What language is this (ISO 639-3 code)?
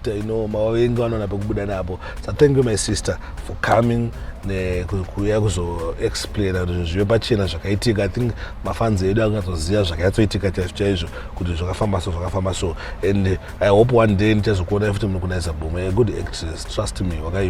sna